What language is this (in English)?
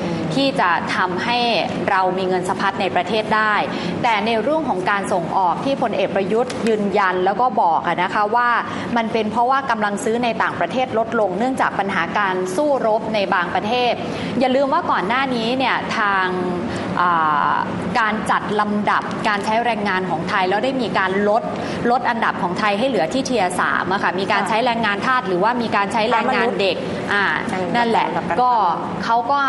Thai